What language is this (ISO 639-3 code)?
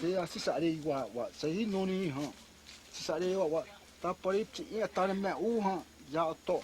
xav